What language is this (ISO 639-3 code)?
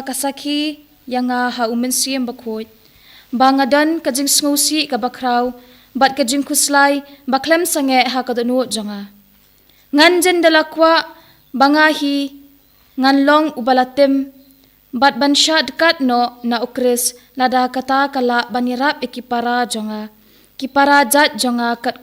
kha